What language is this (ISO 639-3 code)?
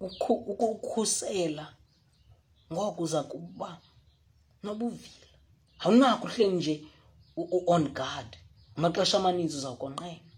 xho